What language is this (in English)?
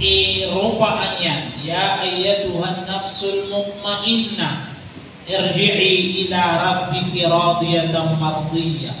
Maranao